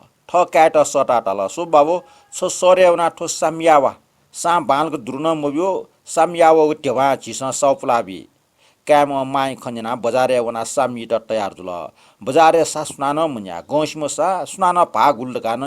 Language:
Newari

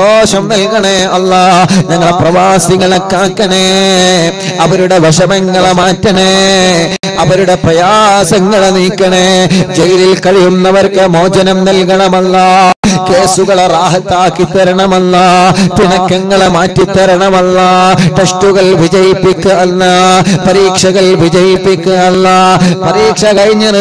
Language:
Malayalam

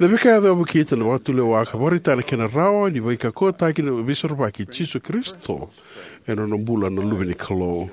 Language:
Fijian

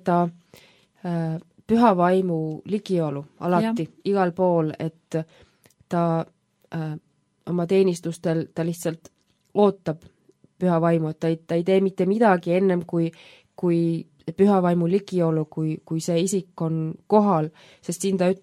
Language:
Estonian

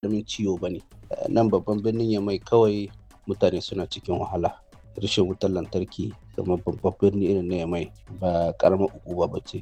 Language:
Hausa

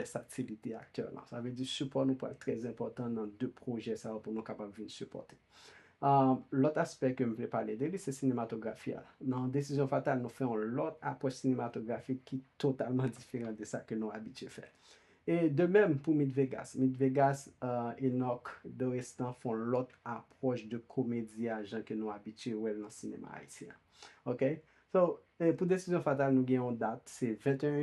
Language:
Haitian Creole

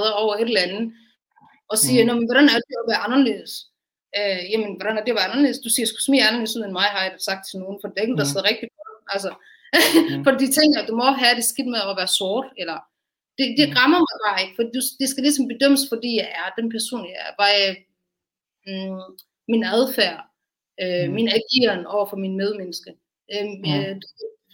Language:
Danish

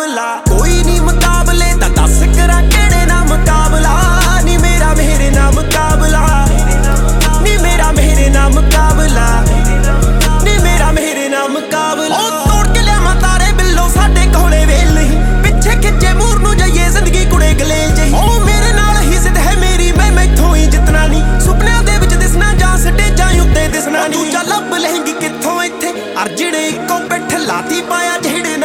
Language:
Punjabi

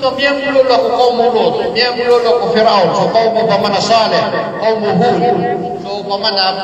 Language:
Maranao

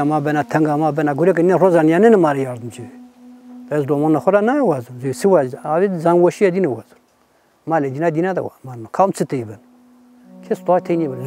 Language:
Zaza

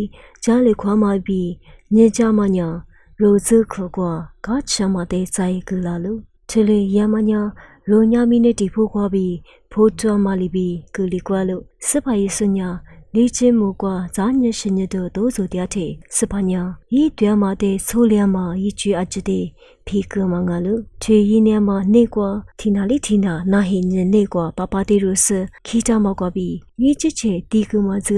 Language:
Lisu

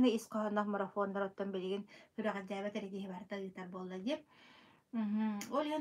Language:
Yakut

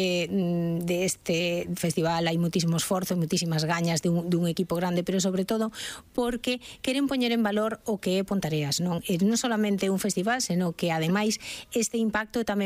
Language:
Galician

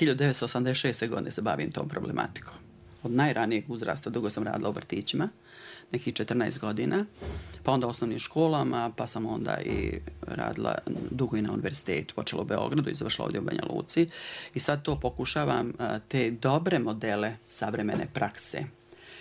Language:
Bosnian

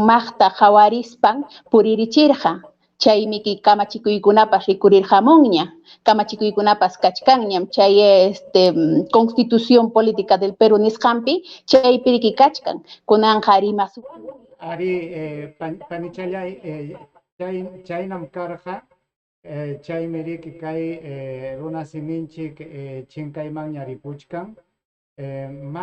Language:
Ayacucho Quechua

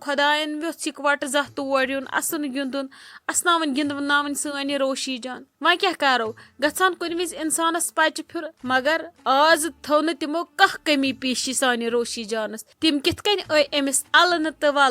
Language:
Kashmiri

